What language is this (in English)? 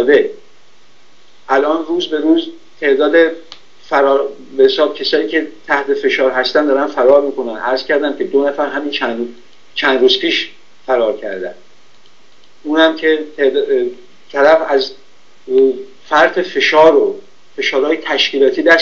Persian